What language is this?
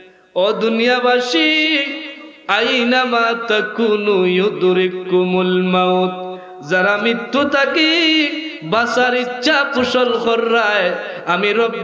Sylheti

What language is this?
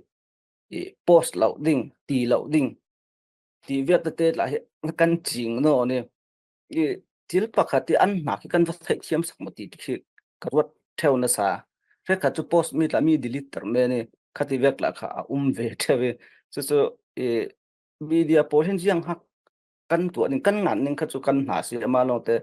Falam Chin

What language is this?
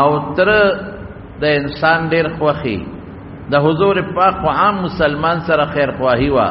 Pashto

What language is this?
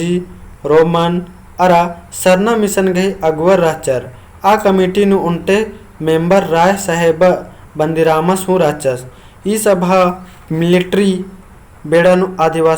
Kurukh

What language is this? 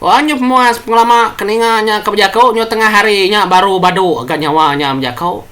Iban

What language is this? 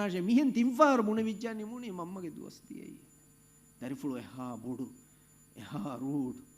Divehi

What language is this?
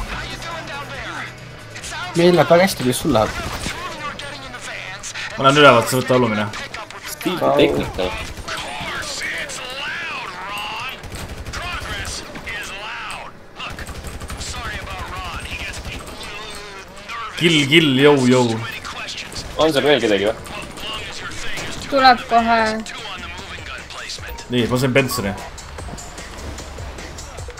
Estonian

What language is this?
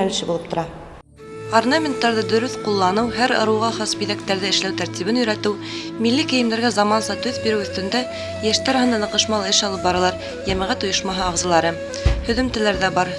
Bashkir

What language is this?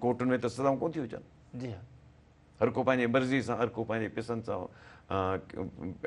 Sindhi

